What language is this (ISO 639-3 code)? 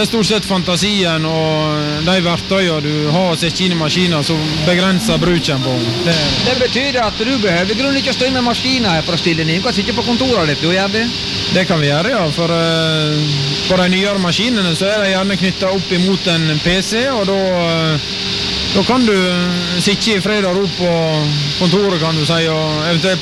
nor